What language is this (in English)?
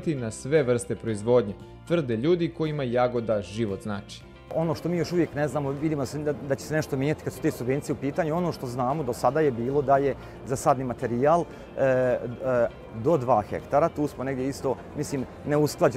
Serbian